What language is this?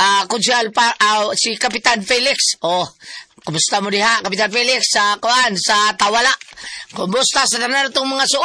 Cebuano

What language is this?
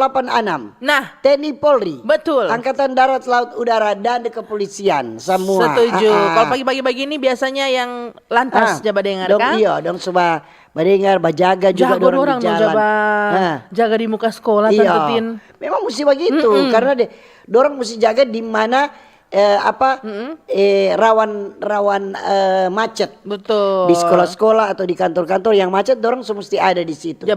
Manado Malay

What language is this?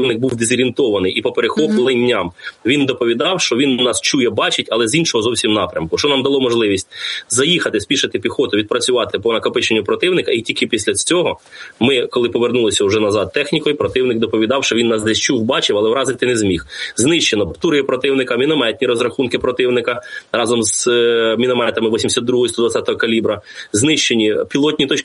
Ukrainian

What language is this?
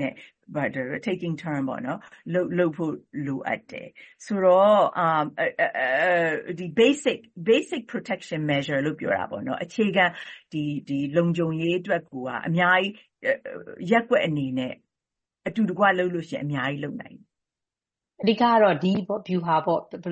Burmese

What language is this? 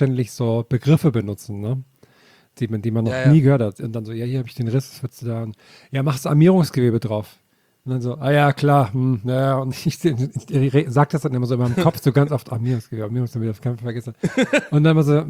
German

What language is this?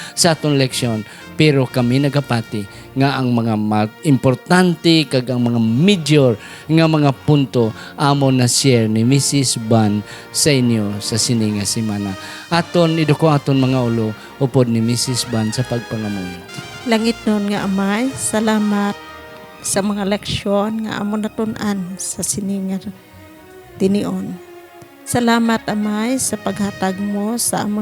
Hiligaynon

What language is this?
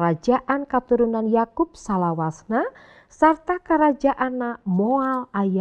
Sundanese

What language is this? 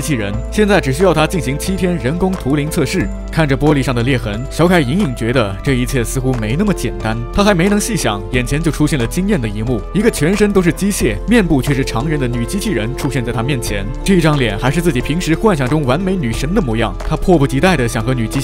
Chinese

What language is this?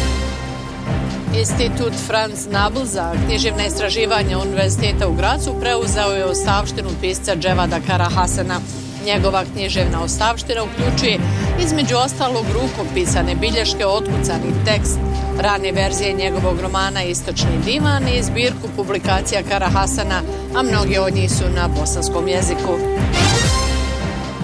Bosnian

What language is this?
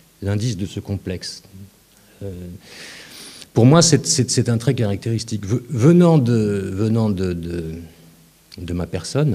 French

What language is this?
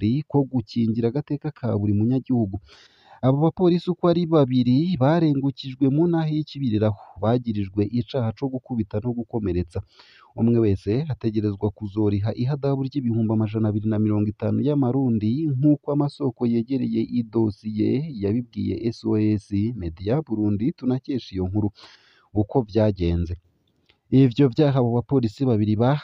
Rundi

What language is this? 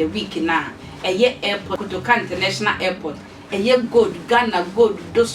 Akan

